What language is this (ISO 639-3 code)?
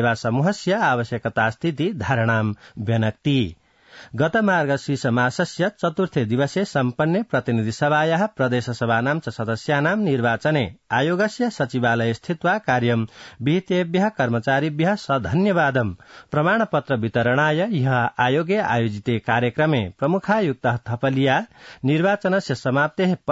san